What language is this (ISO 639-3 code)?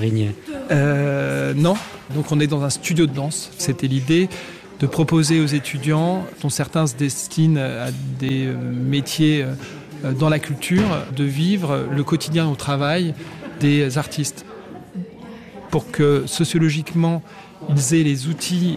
fra